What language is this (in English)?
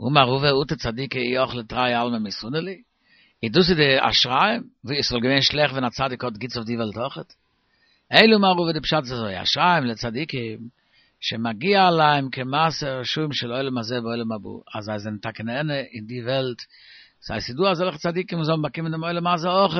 Yiddish